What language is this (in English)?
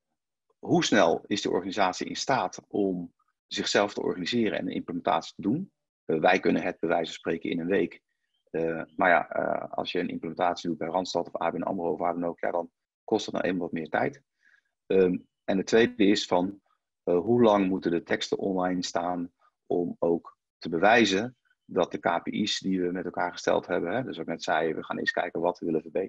Dutch